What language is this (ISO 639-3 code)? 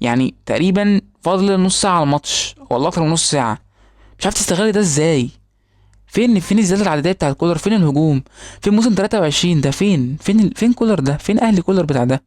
arz